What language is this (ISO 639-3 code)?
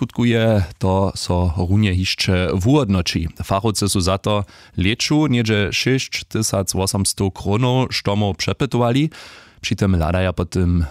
hsb